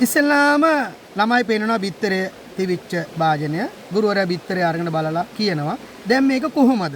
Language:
Sinhala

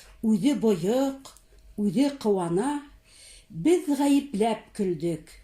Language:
Bashkir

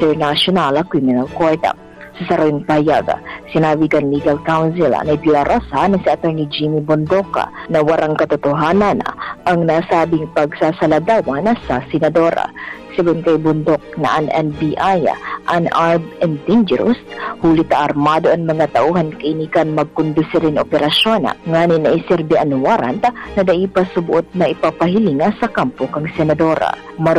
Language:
Bikol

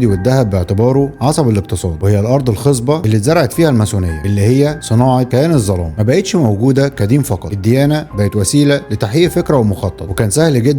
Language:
Egyptian Arabic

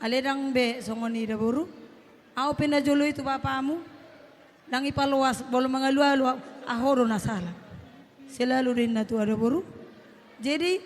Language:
Batak Toba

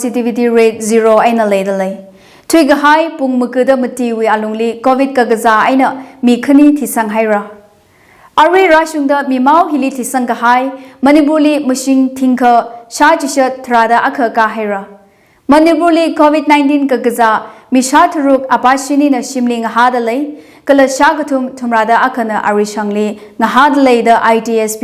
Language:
Tangkhul Naga (India)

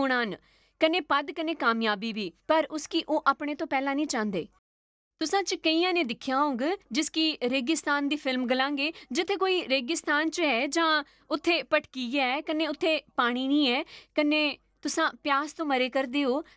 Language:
Dogri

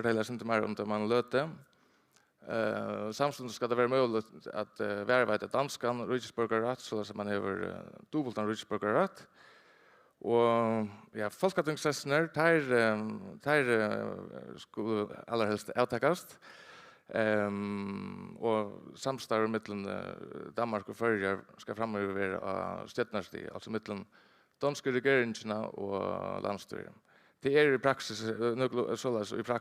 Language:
Faroese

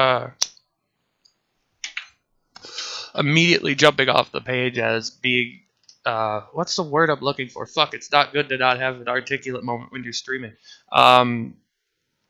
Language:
English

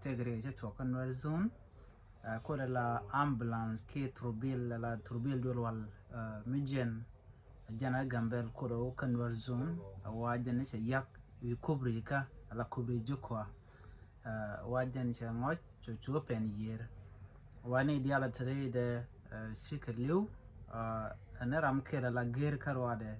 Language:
Nuer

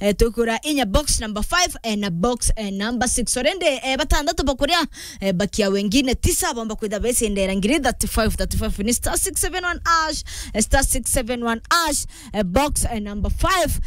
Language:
Meru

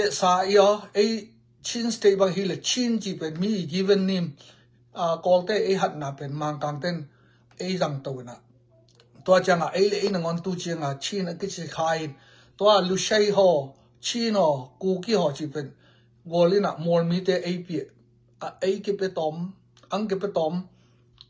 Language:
Tedim Chin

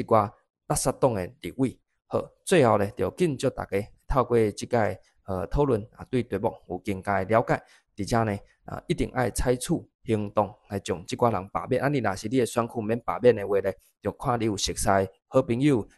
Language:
Min Nan Chinese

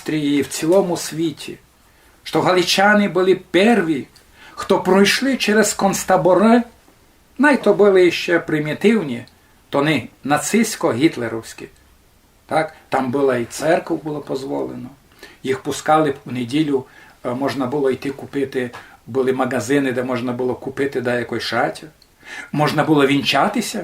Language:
Rusyn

